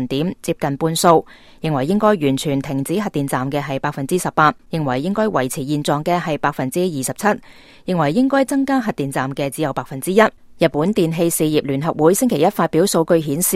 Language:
Cantonese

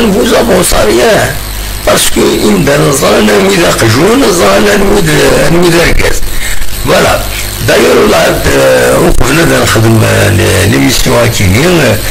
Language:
Kabyle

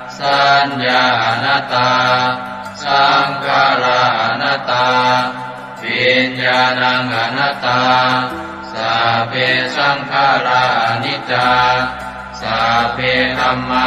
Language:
Pali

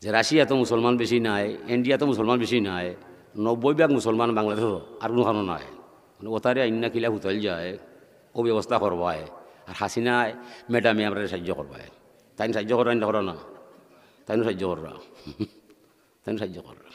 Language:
Sylheti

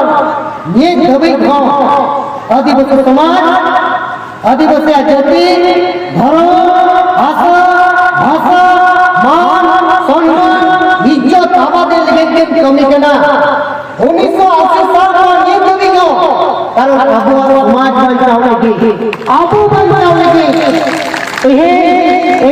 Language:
Santali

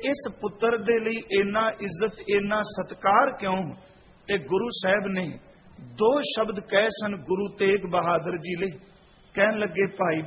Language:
Punjabi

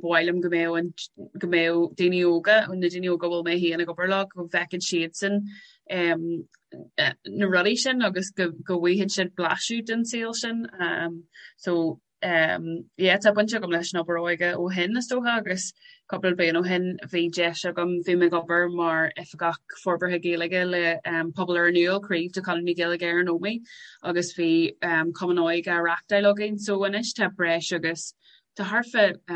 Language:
Irish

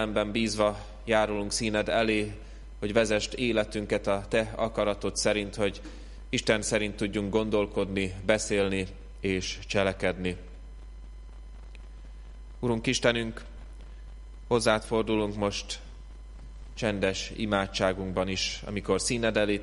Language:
Hungarian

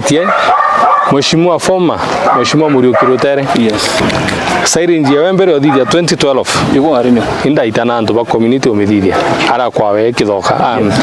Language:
Meru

